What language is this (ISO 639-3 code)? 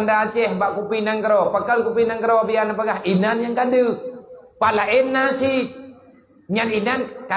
ace